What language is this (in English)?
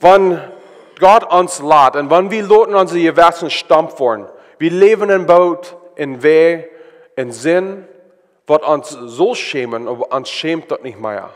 Plautdietsch